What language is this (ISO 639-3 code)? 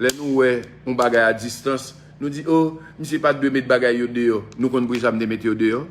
hat